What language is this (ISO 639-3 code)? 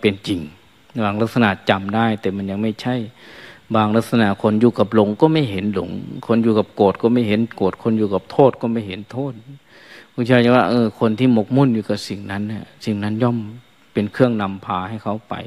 tha